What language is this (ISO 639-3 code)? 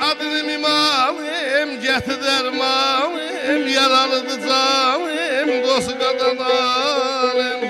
azb